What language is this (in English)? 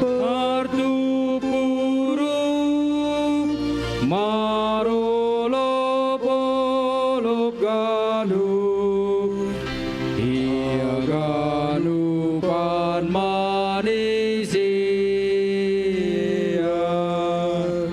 Batak Simalungun